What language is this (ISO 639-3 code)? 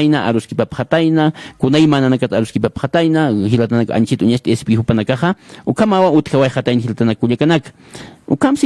aym